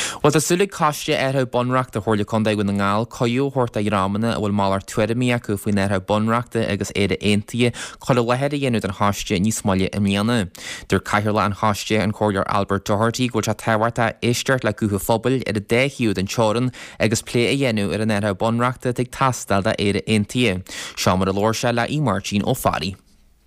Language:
Irish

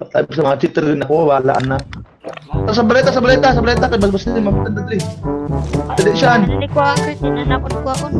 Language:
Cebuano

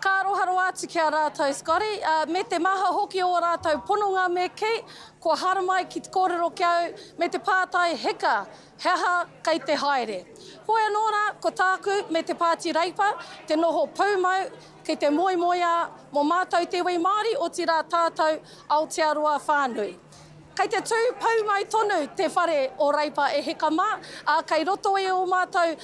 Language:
Māori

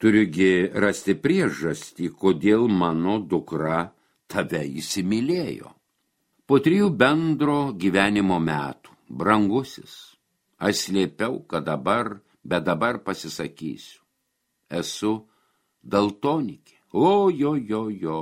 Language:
Lithuanian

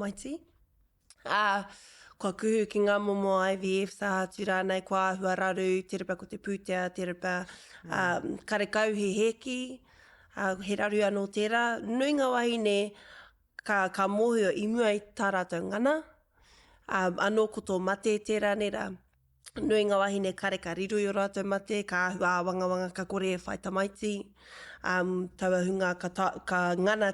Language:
Māori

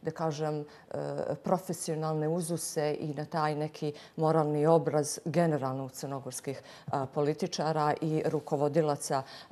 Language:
Bosnian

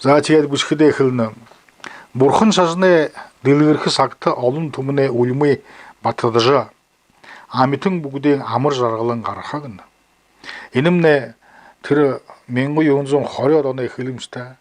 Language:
Buriat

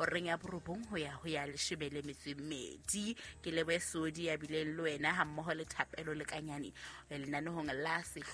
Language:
Southern Sotho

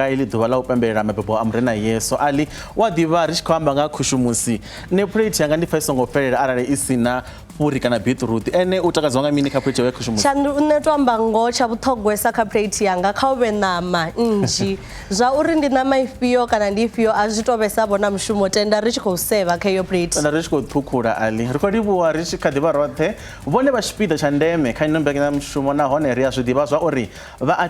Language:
Venda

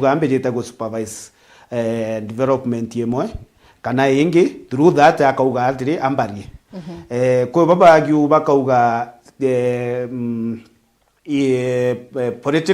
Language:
Meru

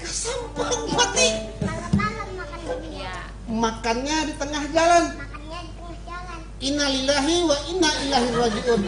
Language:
Banjar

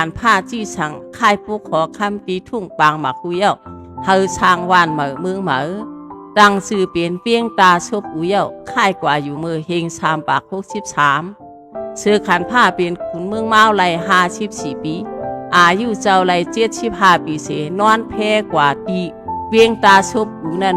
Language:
Shan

